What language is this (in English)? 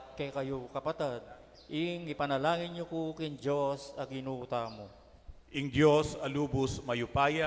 Pampanga